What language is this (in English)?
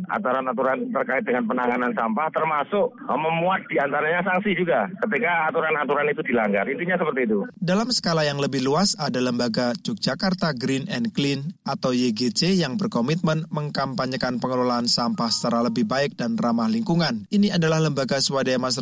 Indonesian